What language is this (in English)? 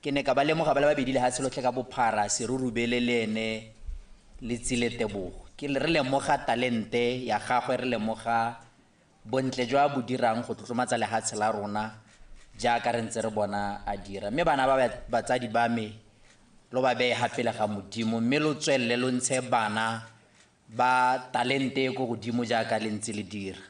Tswana